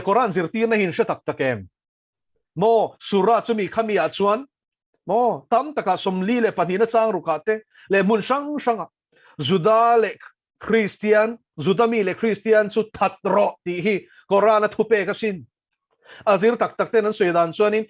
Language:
Mizo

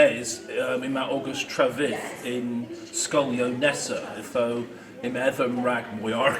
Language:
Cornish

